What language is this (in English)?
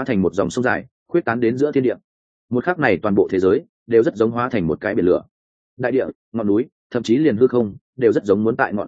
Vietnamese